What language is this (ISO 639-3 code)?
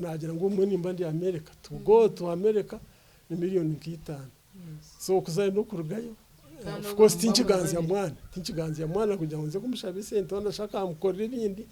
nyn